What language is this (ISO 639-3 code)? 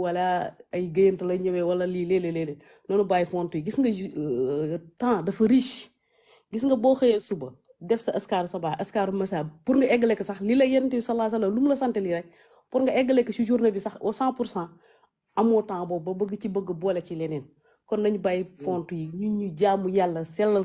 wol